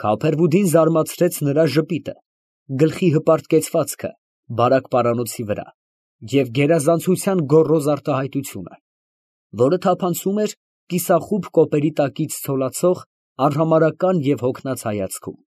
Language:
Armenian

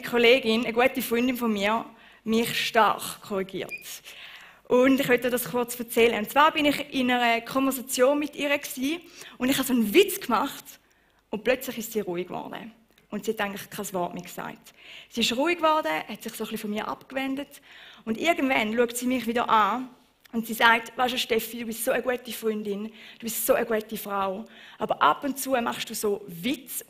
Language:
Swiss German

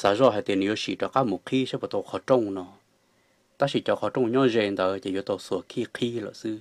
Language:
Hmong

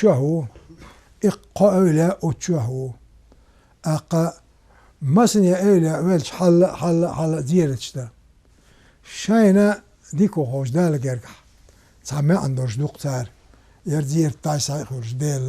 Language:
Chechen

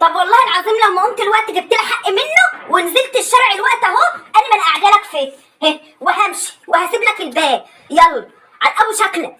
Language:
Egyptian Arabic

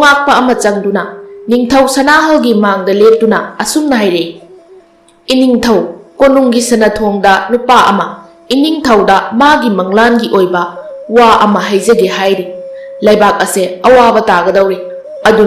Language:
Manipuri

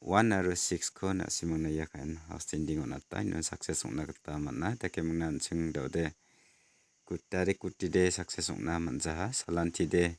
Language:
Garo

